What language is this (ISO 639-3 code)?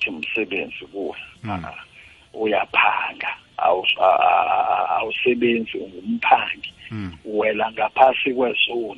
nbl